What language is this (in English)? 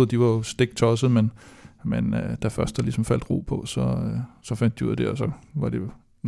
Danish